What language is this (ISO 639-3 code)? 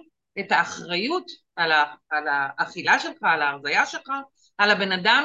heb